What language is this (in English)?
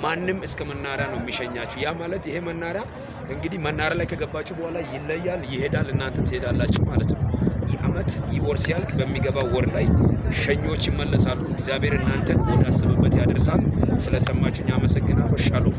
Amharic